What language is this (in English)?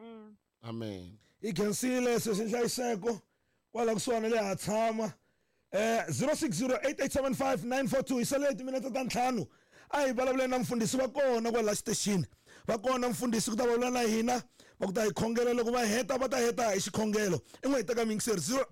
Tsonga